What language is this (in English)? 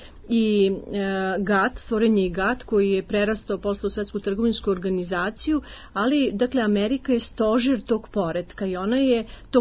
Serbian